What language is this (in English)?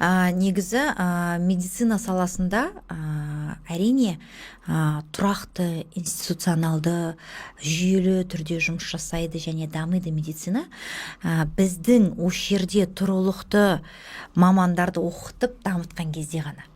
Kazakh